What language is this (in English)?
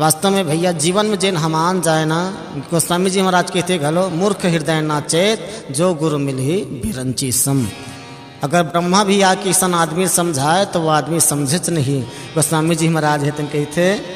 Chhattisgarhi